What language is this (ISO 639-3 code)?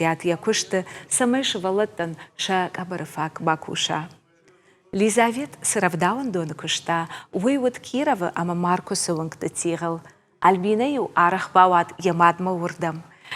oss